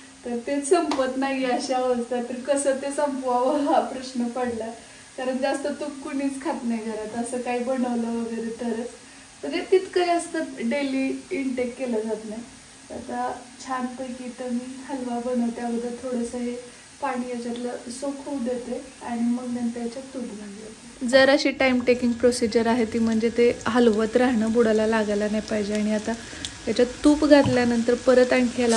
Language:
Marathi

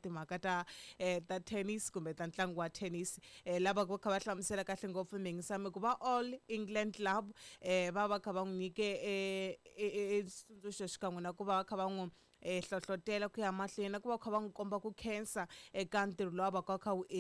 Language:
Tsonga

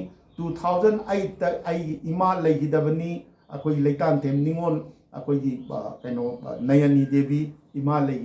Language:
Manipuri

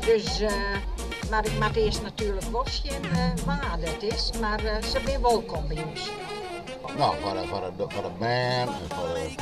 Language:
Western Frisian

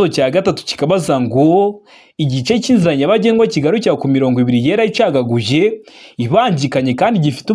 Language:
Kinyarwanda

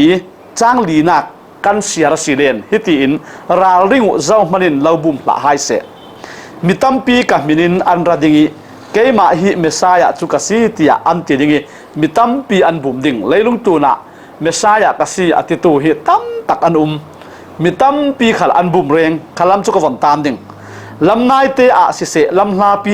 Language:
Falam Chin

